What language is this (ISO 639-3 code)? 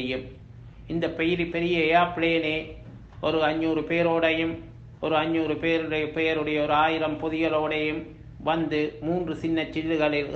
tam